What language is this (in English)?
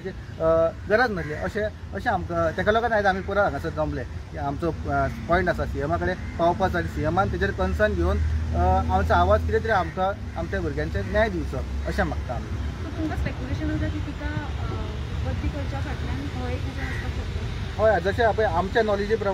Konkani